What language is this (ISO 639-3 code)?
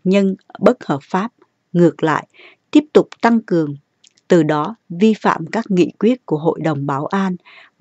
vie